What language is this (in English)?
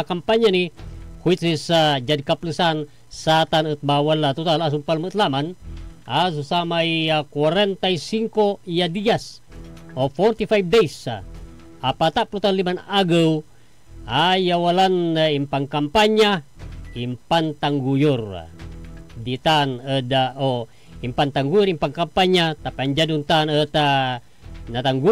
Pangasinan